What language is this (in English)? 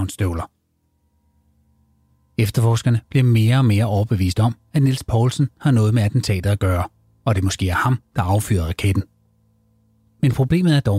Danish